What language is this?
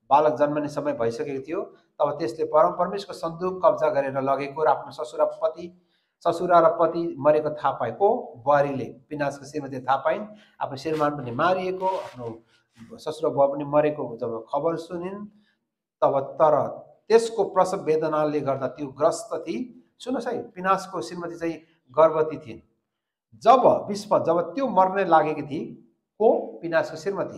Nepali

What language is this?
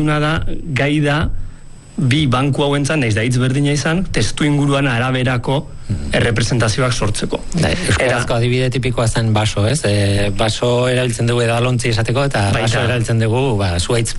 Basque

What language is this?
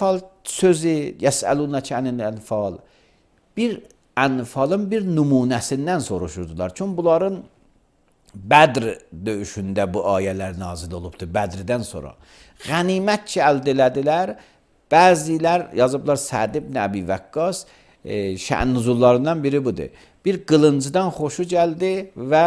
Azerbaijani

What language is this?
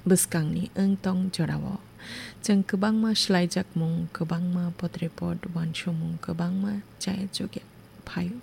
Kok Borok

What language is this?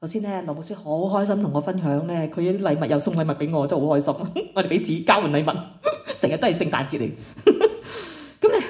Cantonese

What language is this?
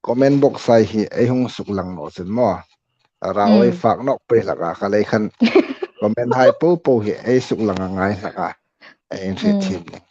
Hmar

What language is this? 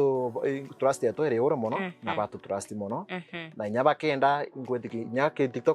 Meru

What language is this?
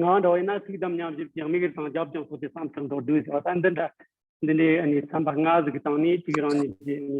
Tibetan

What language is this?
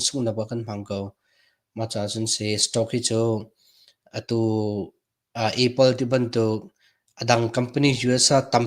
Hakha Chin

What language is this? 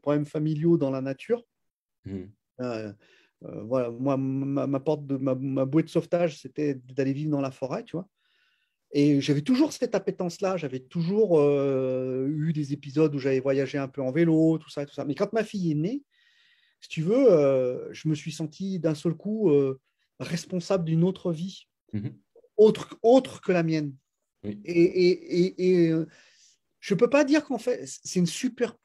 French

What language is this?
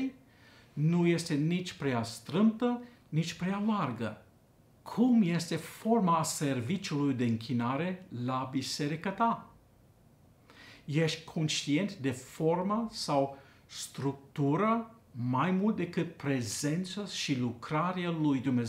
Romanian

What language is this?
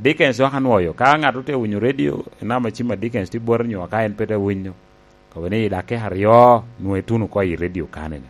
Lango (Uganda)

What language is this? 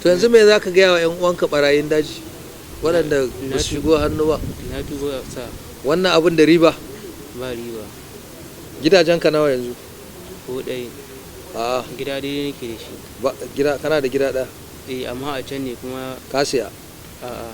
Hausa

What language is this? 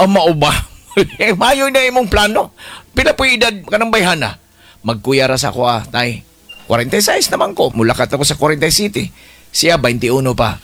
Cebuano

